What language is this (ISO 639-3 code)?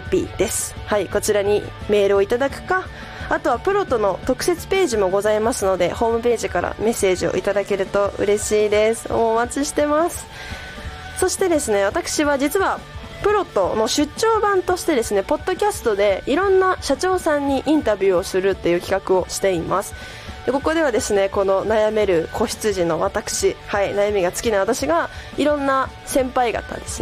jpn